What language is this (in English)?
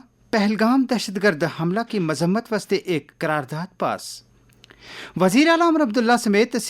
Gujari